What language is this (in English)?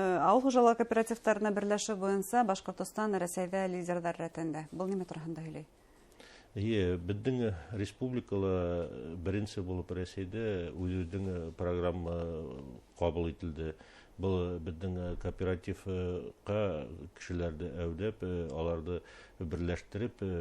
Bashkir